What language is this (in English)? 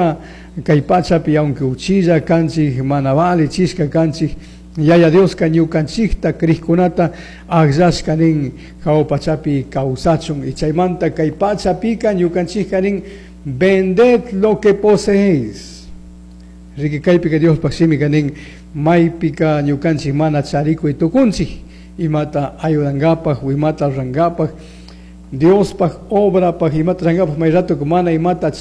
Chimborazo Highland Quichua